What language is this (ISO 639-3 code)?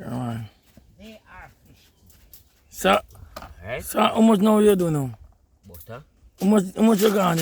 jam